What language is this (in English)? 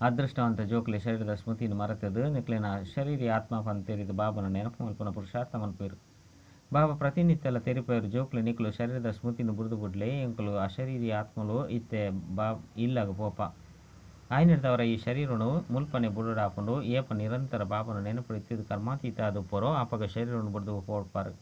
Tulu